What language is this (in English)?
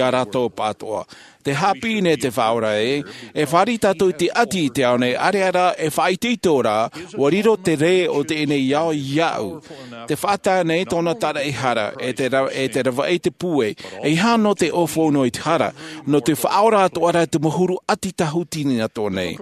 Tahitian